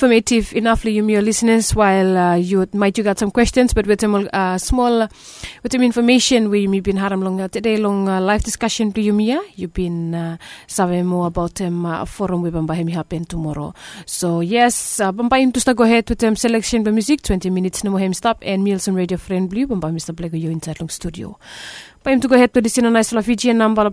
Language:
Bislama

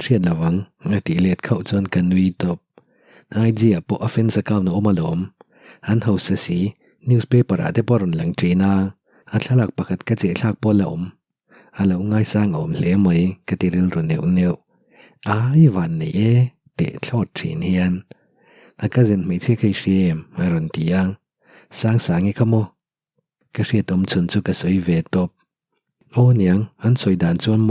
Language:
Mizo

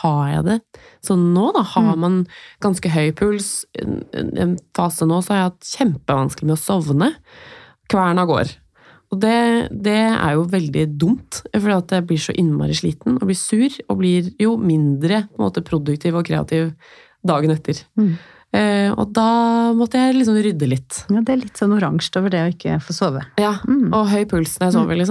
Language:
Norwegian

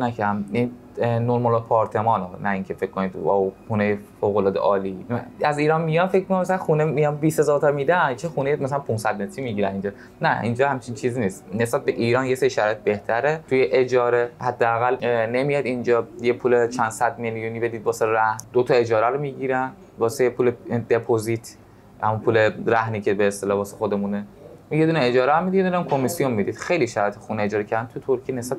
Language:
Persian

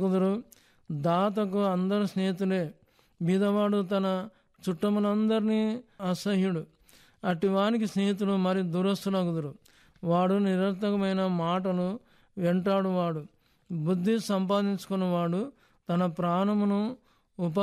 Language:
Telugu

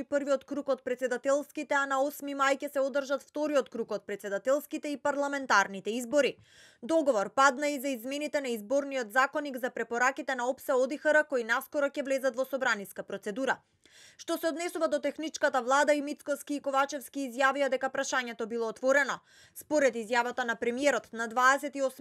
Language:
Macedonian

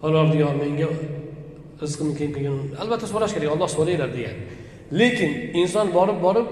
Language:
Uzbek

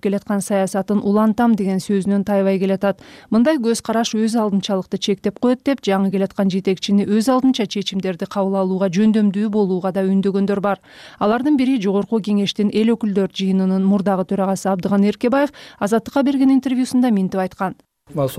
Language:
Kyrgyz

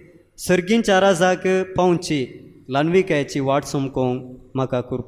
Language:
Konkani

